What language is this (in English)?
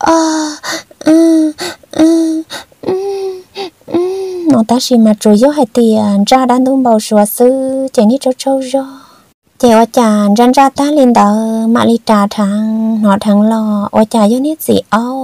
Vietnamese